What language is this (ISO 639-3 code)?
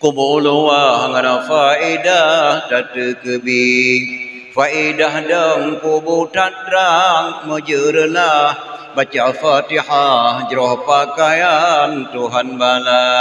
ace